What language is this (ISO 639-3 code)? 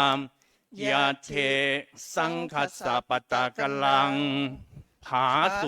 pli